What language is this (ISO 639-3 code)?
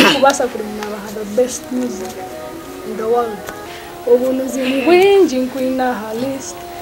nyn